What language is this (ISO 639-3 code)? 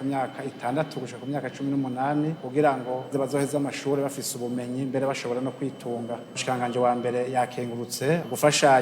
run